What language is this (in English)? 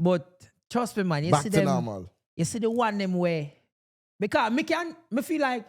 Jamaican Creole English